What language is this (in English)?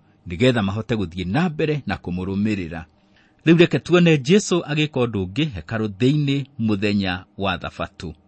Kikuyu